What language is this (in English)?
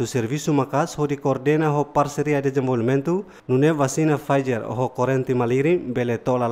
Tetum